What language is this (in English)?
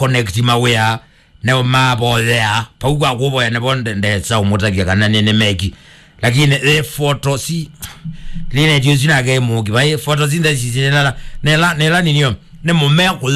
Kamba